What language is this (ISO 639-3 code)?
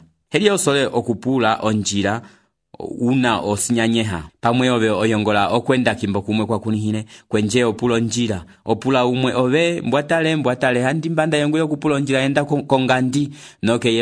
umb